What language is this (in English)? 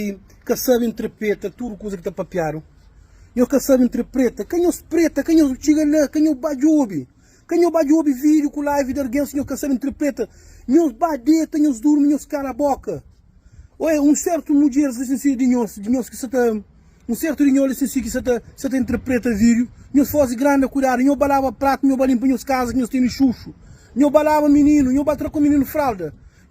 Kabuverdianu